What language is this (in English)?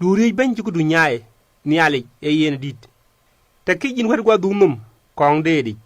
Dinka